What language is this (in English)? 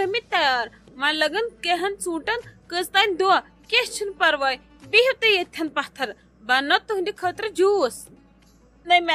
Kashmiri